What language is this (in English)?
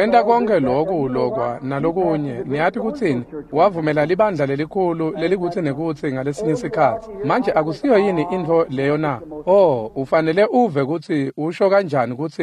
Swati